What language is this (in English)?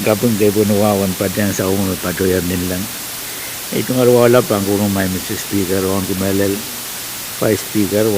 Pohnpeian